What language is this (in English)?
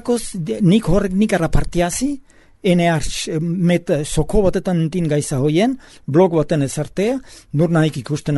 Basque